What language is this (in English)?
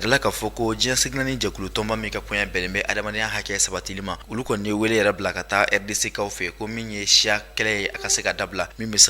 Bambara